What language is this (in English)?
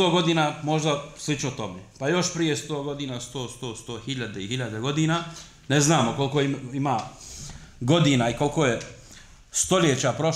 Bosnian